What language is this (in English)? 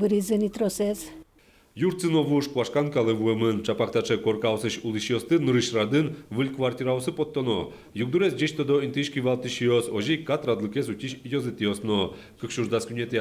Udmurt